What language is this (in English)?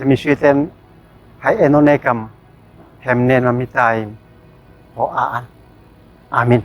Uab Meto